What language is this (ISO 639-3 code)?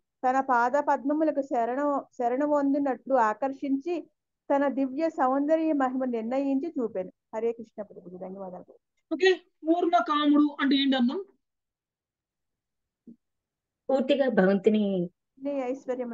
tel